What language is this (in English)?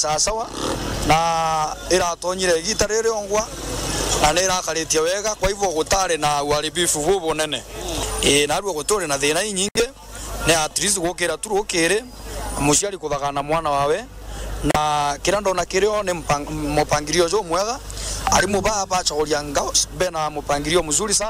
Meru